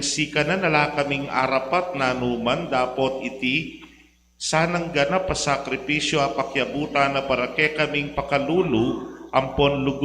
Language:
Pampanga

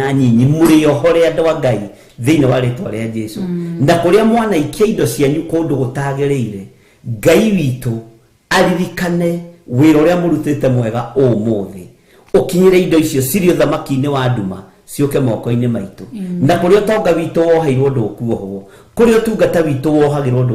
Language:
Kikuyu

